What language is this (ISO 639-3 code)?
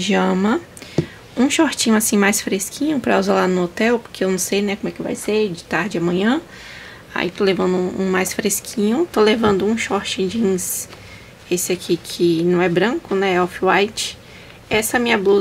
por